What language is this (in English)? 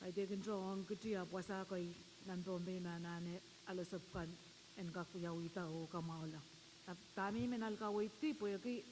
Pohnpeian